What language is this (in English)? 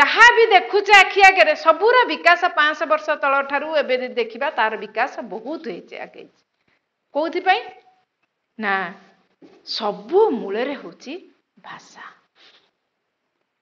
Odia